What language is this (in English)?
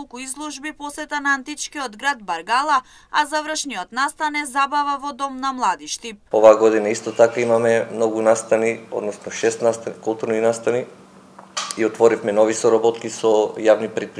Macedonian